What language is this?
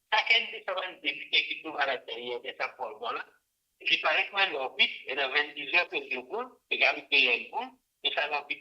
Morisyen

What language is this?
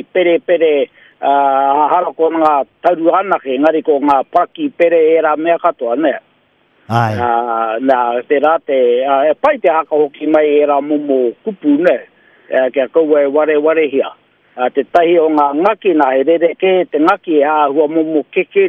Māori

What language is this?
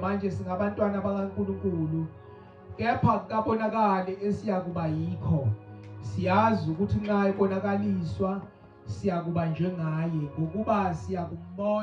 Zulu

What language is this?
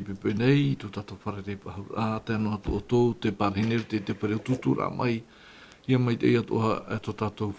Tahitian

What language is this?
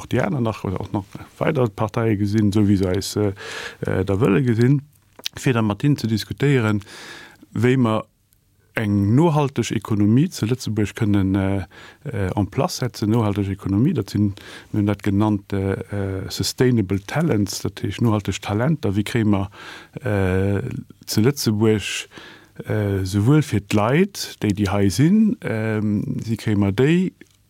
Luxembourgish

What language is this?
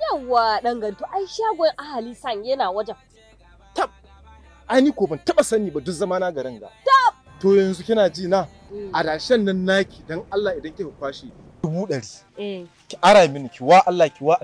Hausa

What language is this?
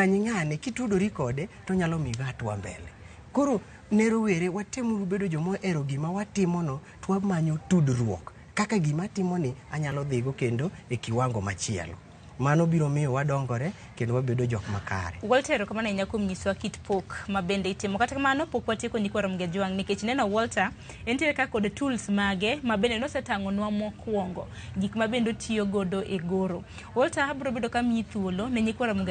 Luo (Kenya and Tanzania)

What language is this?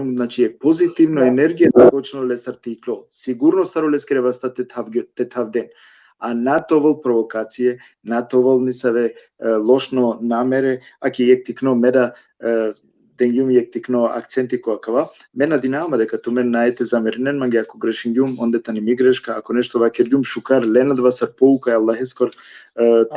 Balkan Romani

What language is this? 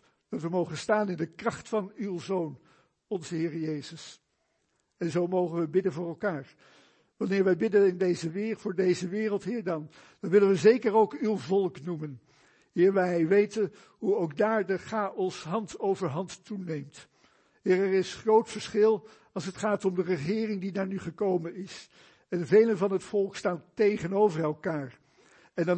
Dutch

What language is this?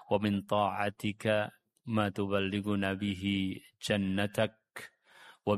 Indonesian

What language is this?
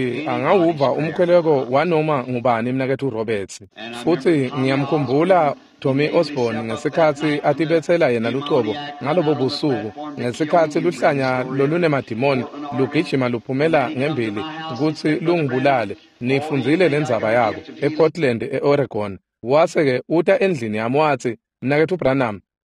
Swati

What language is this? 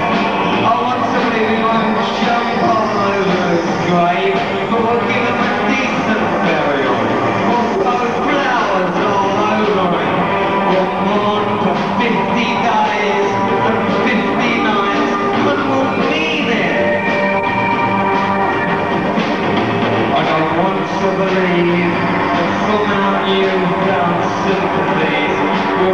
English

